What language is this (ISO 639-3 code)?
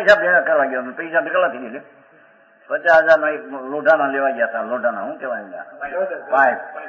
guj